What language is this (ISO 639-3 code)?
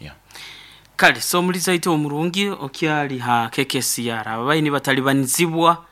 nyo